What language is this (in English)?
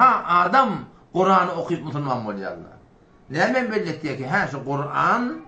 Turkmen